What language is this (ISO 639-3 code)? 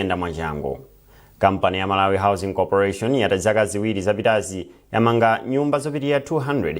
nya